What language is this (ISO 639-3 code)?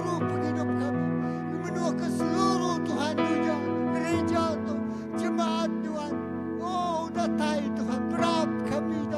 iba